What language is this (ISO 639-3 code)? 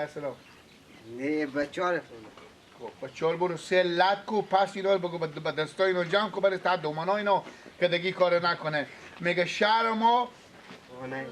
fas